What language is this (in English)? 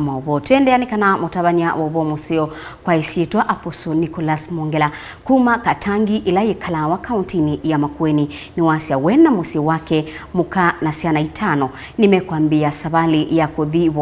Kamba